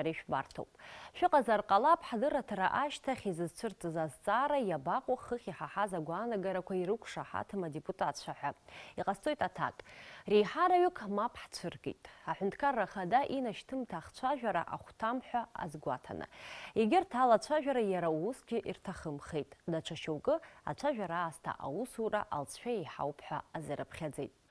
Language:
Abkhazian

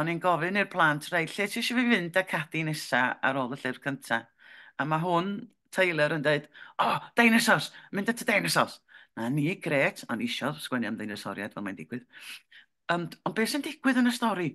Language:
Welsh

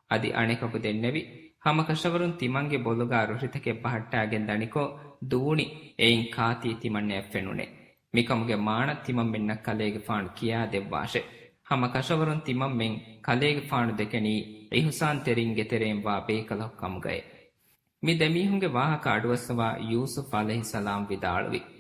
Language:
Divehi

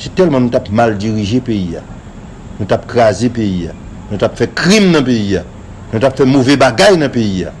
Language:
Haitian Creole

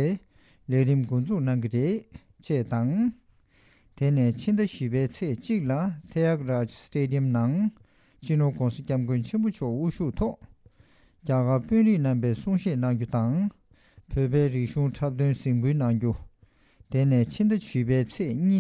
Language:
Tibetan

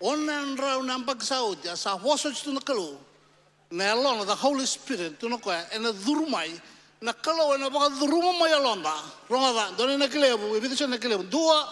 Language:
Fijian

